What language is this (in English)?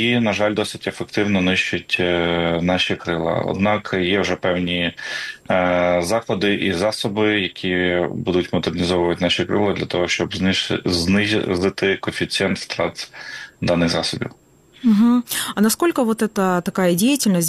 Ukrainian